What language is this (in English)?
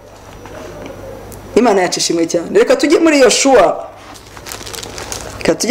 Kinyarwanda